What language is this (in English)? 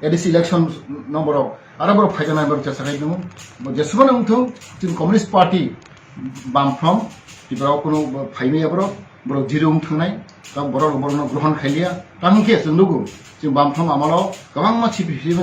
Kok Borok